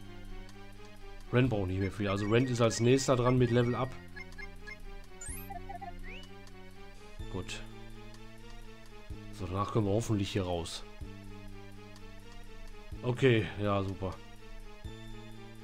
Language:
German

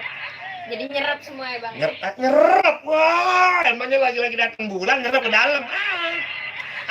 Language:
Betawi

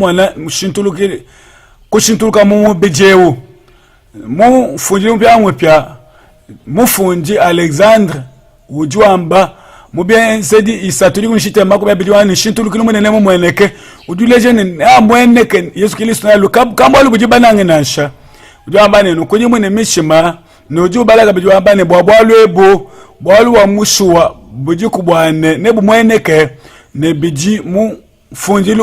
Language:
Luba-Lulua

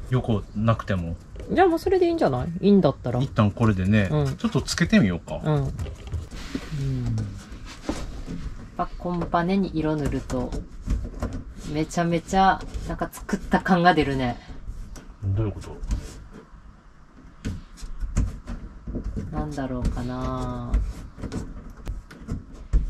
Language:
Japanese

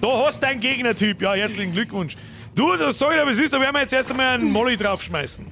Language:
Bavarian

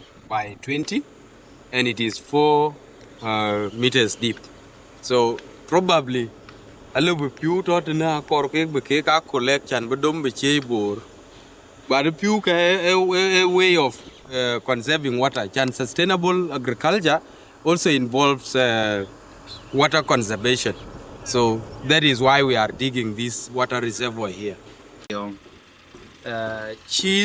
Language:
Dinka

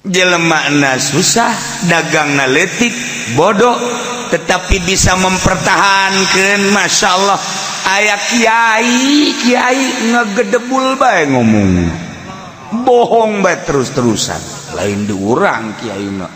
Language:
Sundanese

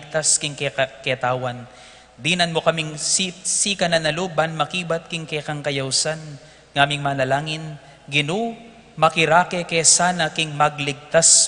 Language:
Pampanga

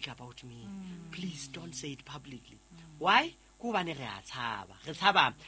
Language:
Southern Sotho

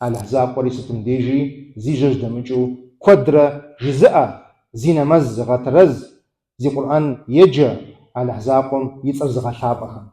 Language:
Kabardian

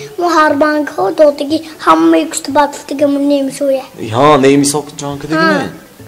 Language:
Tajik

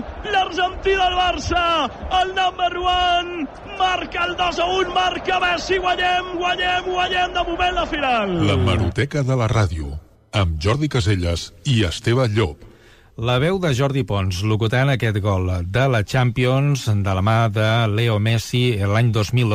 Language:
Catalan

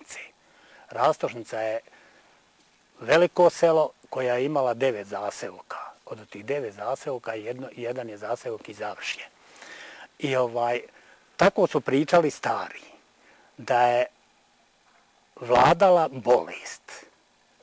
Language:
Bosnian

